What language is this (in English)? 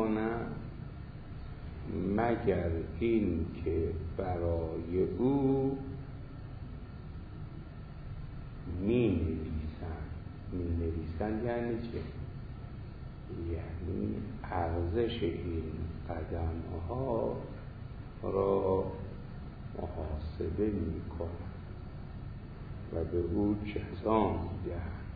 Persian